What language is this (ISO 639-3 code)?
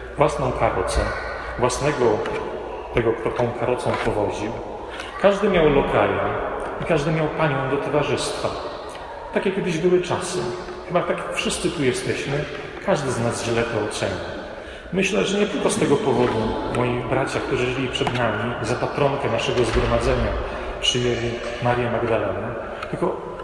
pol